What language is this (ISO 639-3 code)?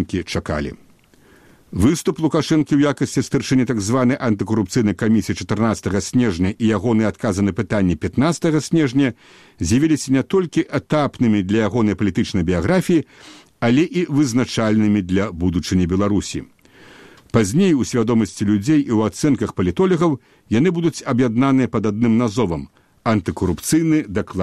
bel